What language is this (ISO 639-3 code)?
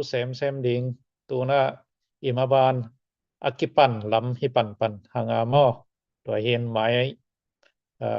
ctd